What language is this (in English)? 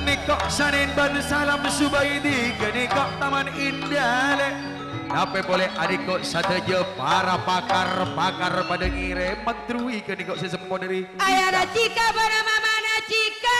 Madurese